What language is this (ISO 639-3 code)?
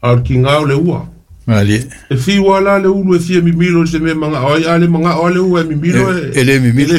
smo